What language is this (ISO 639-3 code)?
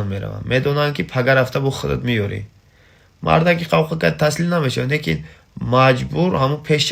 tgk